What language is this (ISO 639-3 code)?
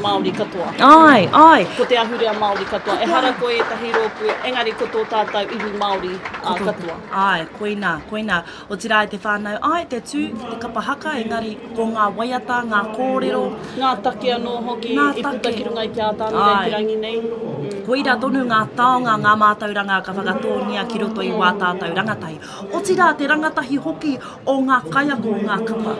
mri